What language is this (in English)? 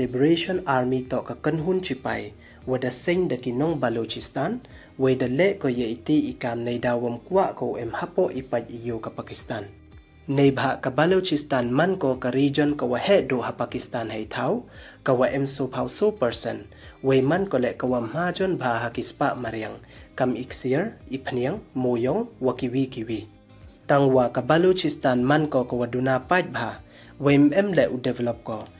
Pnar